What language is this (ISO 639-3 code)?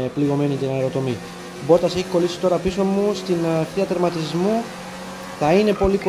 ell